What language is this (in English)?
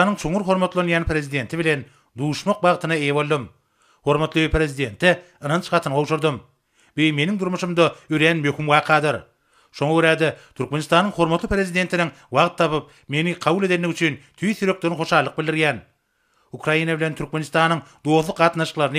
Turkmen